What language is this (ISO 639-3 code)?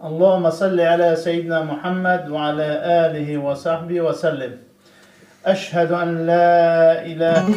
kur